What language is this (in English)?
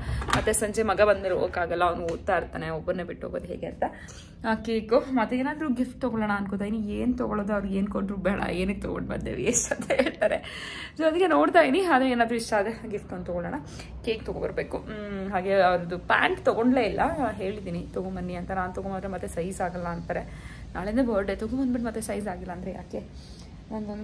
Kannada